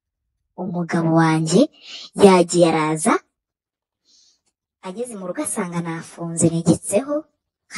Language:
Kinyarwanda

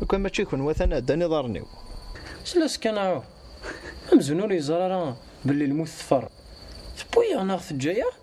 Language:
Kabyle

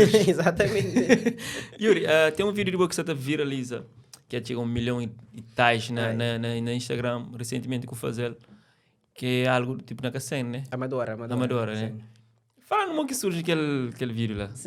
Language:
Kabuverdianu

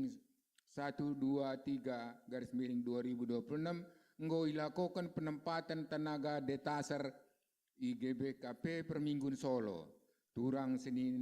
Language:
Batak Karo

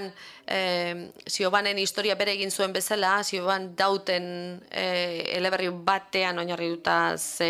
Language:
Basque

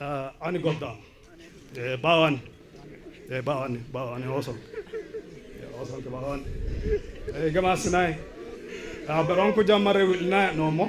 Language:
Sidamo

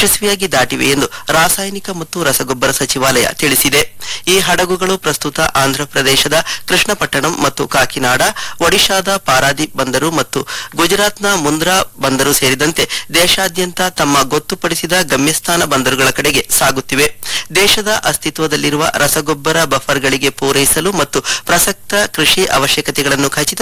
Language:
Kannada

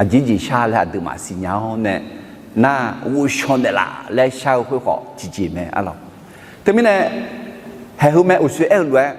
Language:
Akha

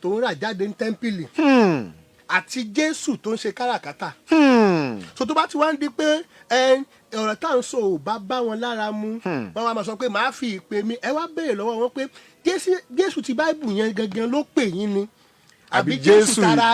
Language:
Yoruba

